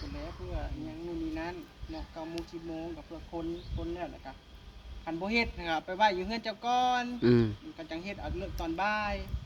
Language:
Northeastern Thai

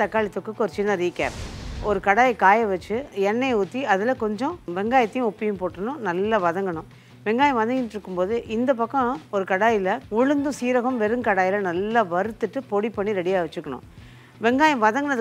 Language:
Tamil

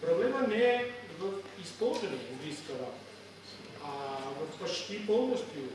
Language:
Chuvash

